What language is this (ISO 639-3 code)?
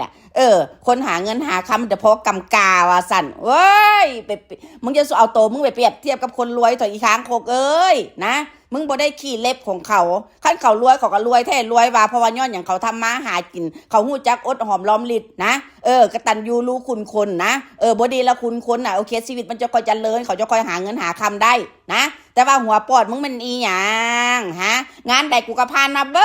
tts